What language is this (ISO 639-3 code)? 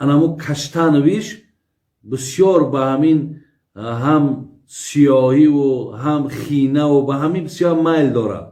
tgk